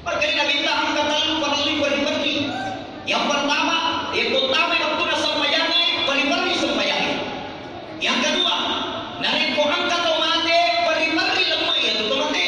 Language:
Buginese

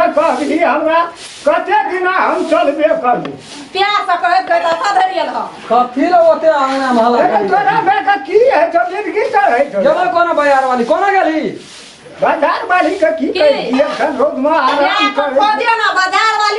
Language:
Maithili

